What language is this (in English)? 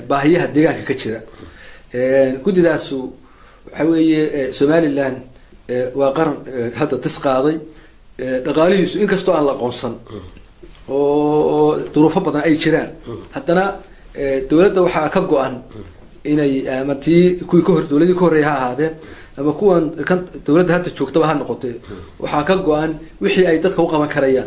Somali